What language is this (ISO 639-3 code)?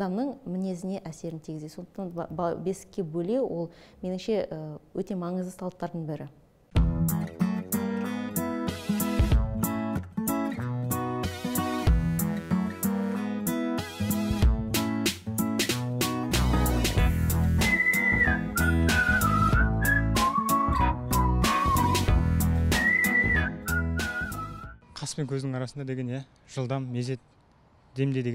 kaz